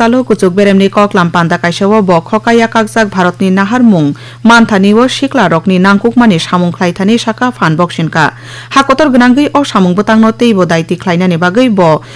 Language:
Kok Borok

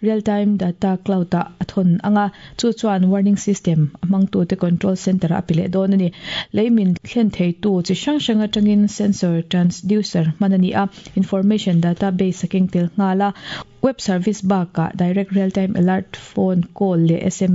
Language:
Mizo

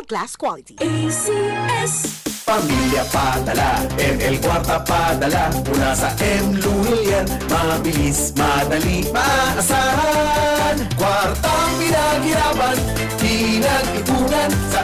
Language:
Bikol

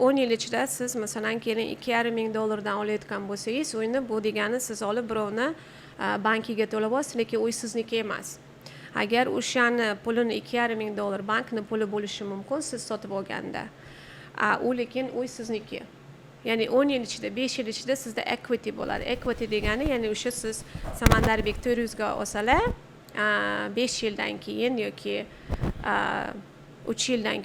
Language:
Uzbek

